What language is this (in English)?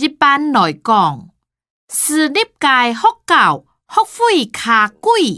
Hakka Chinese